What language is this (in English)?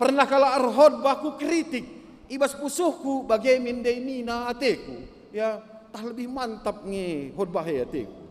Batak Karo